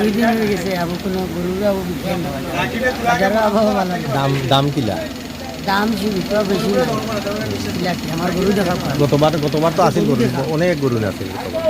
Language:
Sylheti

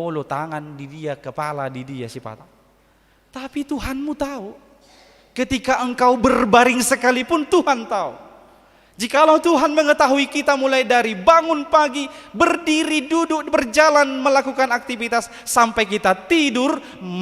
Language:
Batak Toba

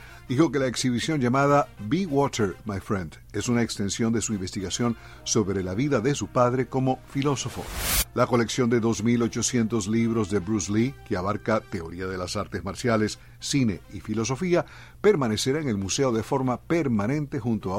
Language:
Spanish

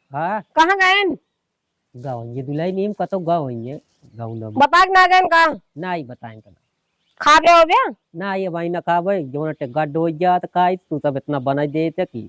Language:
Awadhi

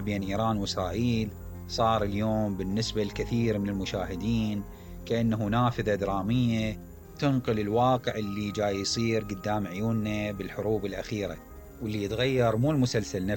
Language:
Mesopotamian Arabic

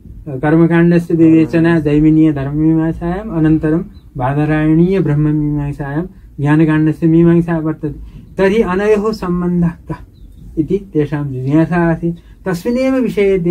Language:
Sanskrit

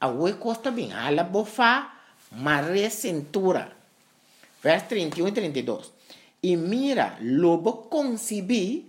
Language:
Papiamento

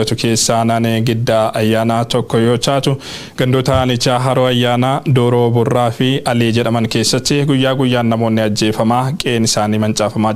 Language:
Oromo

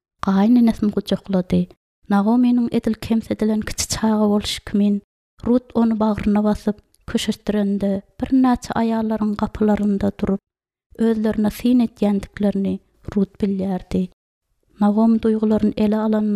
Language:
Turkmen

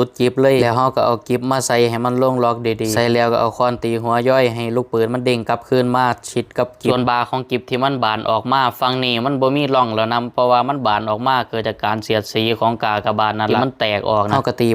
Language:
Northeastern Thai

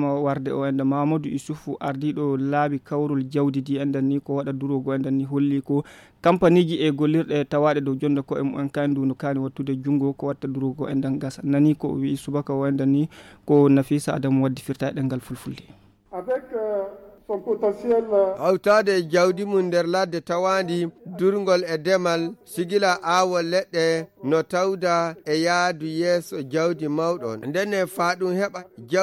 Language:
Fula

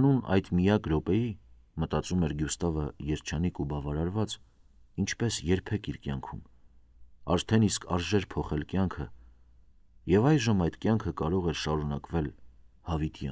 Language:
Armenian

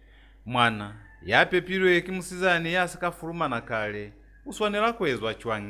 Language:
Lozi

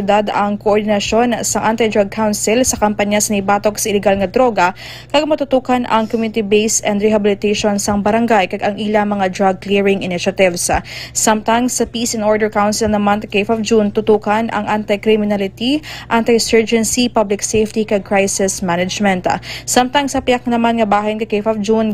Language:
Hiligaynon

